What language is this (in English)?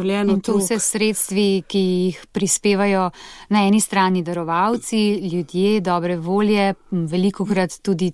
Slovenian